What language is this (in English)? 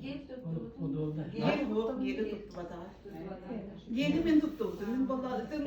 Yakut